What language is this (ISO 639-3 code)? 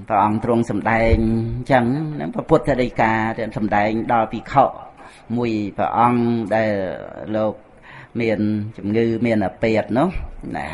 khm